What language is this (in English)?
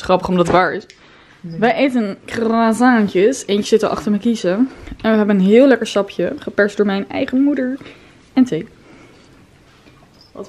Dutch